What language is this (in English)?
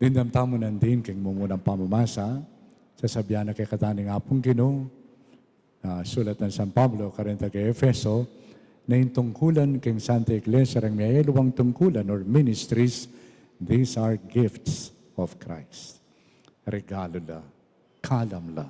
Pampanga